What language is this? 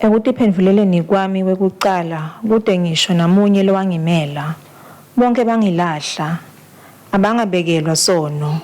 Swati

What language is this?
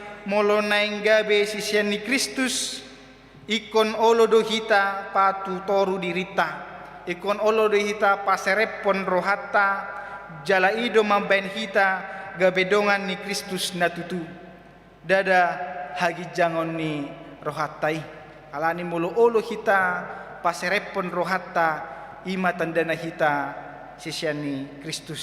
Batak Toba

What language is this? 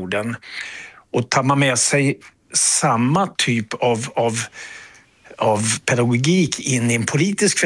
Swedish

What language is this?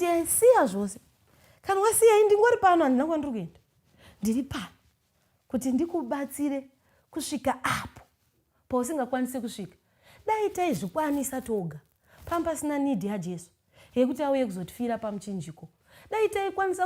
Shona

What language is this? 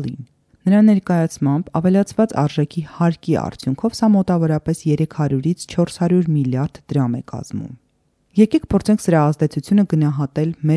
Armenian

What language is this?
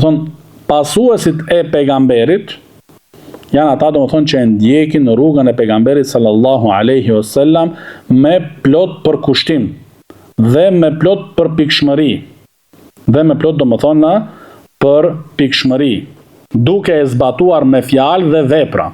Albanian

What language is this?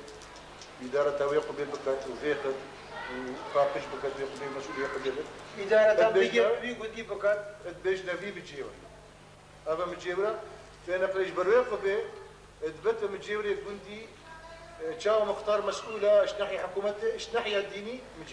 Kurdish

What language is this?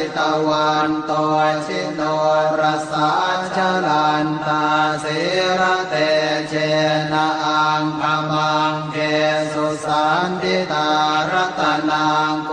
Pali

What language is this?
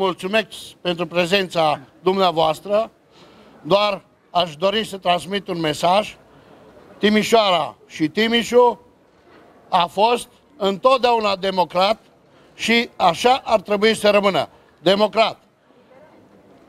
Romanian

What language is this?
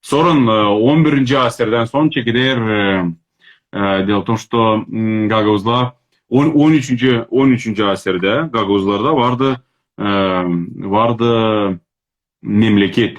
Crimean Tatar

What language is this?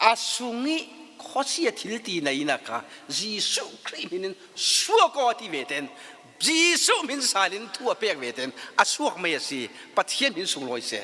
Falam Chin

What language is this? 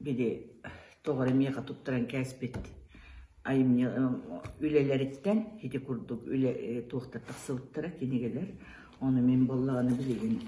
Yakut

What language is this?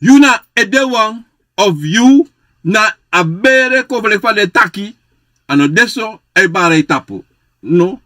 Sranan Tongo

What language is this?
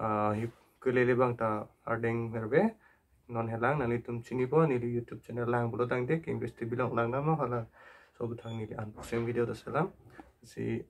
Karbi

